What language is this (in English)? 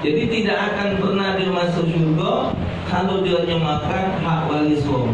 Musi